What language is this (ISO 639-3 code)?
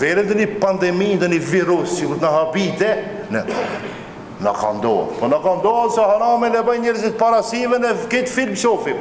sqi